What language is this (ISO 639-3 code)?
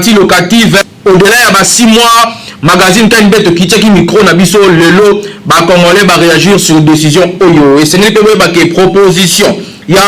lin